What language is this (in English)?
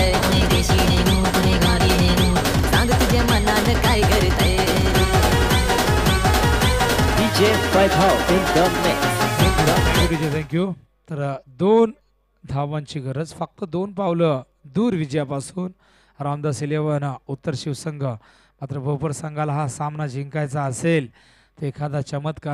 Marathi